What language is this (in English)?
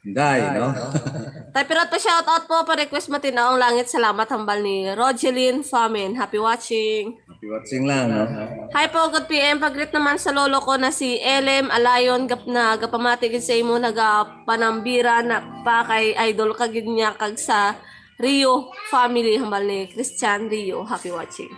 Hiligaynon